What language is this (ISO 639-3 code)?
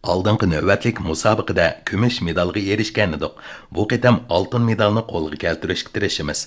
uig